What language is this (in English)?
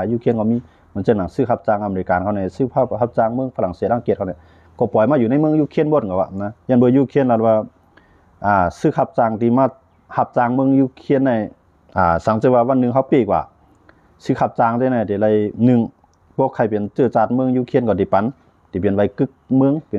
Shan